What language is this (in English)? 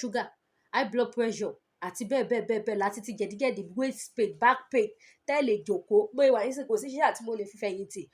Yoruba